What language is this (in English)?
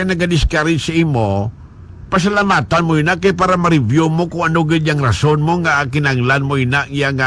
Hiligaynon